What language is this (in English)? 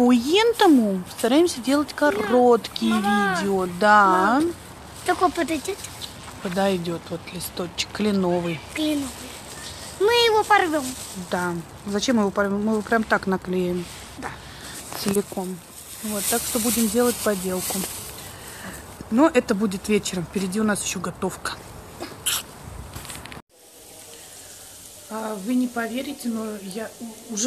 Russian